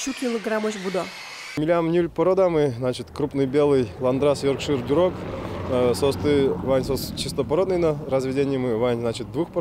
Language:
Udmurt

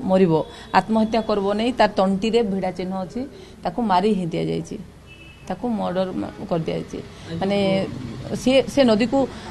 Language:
Odia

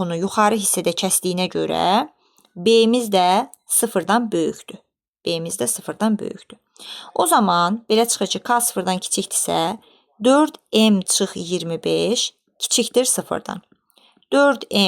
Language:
Azerbaijani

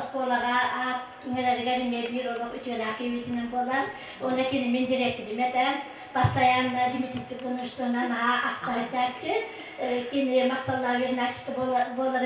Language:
Yakut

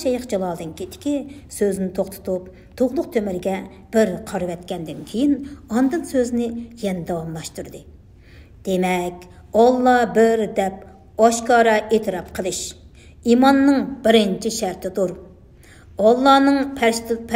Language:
Uyghur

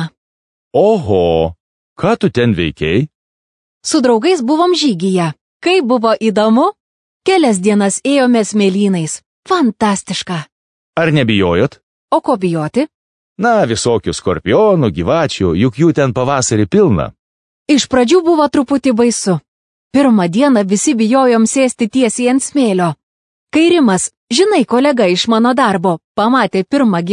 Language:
Lithuanian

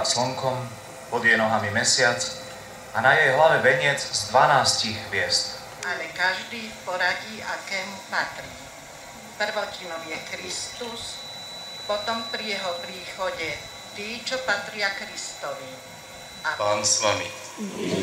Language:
Slovak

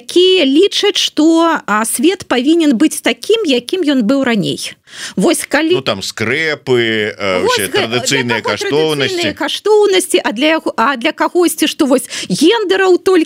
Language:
Belarusian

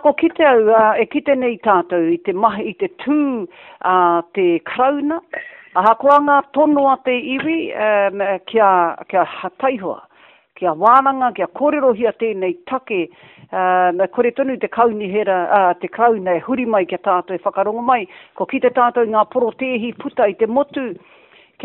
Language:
Māori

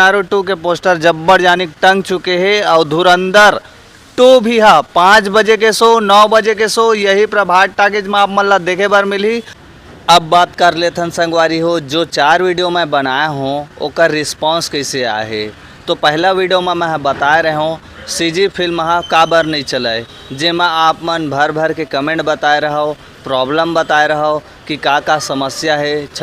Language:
Chhattisgarhi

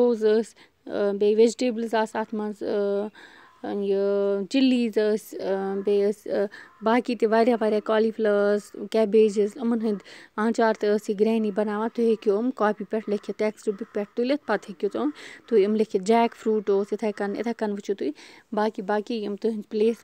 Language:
Kashmiri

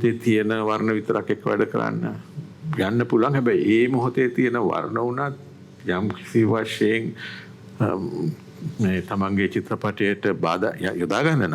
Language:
Sinhala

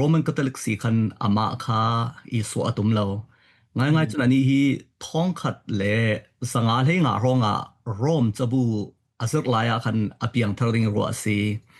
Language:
Falam Chin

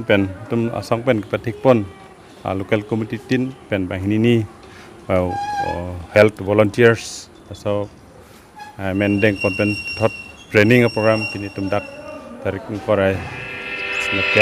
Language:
Karbi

